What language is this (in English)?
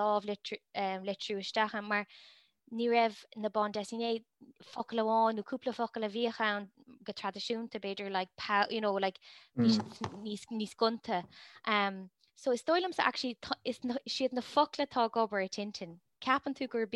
Irish